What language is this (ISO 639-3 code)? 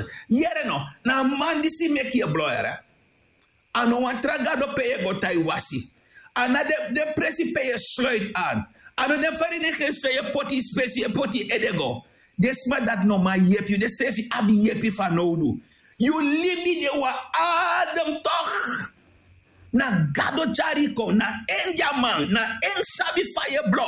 srn